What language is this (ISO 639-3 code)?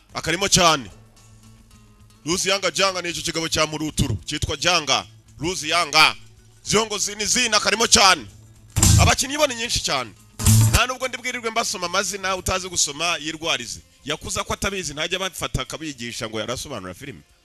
kin